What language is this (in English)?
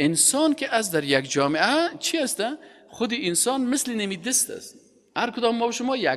Persian